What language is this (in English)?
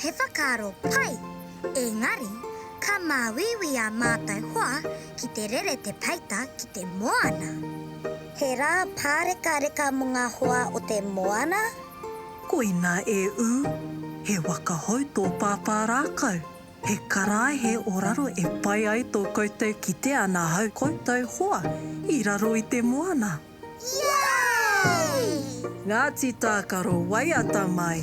Māori